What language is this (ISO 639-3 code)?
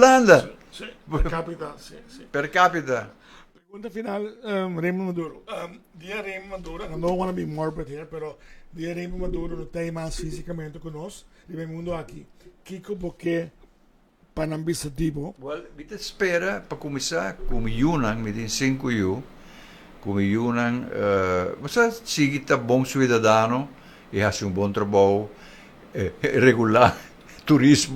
pap